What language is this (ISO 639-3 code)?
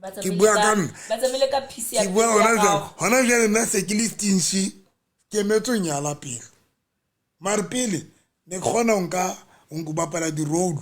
sot